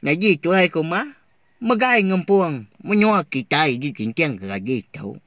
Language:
Iban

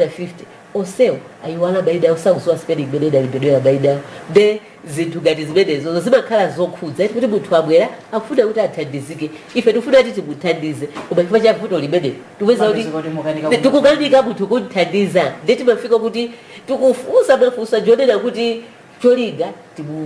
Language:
Nyanja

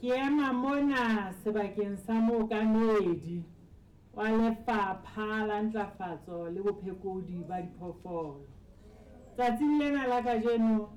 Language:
Southern Sotho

